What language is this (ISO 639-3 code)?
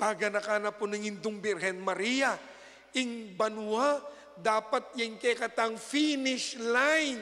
pam